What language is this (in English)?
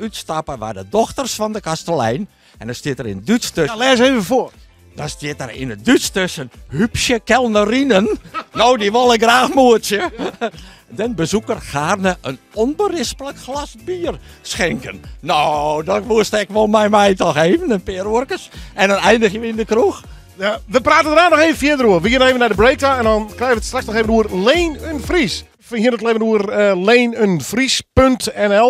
Western Frisian